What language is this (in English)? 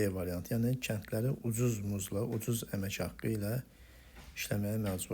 Azerbaijani